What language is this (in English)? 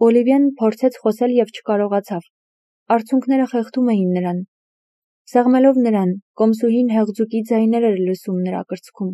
Armenian